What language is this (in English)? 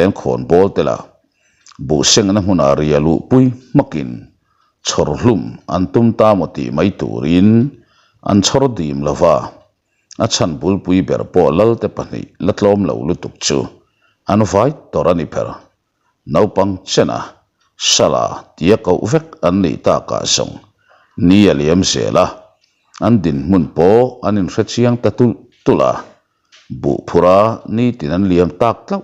Mizo